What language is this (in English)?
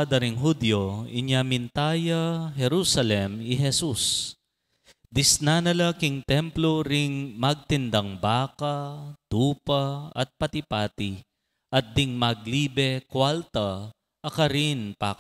Pampanga